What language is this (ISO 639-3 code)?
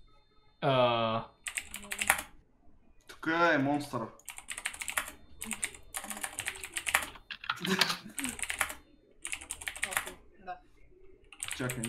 bul